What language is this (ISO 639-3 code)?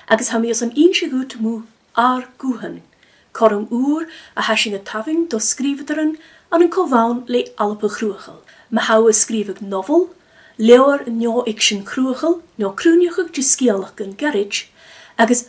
gla